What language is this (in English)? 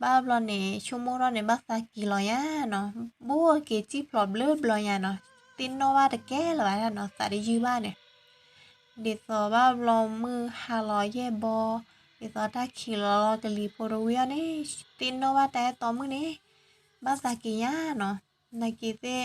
S'gaw Karen